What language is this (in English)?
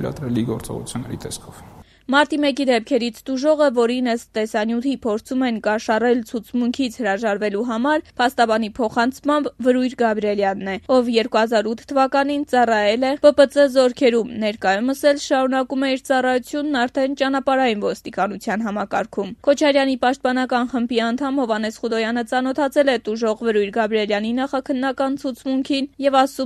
Armenian